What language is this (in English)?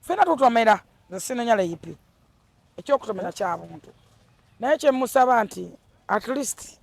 Ganda